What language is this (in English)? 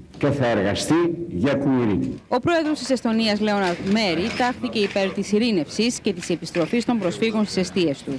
Greek